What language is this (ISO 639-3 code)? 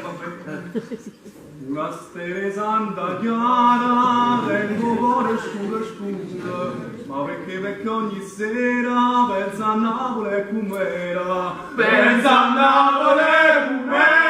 nap